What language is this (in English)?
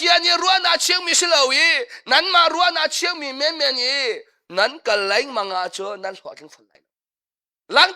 Hakha Chin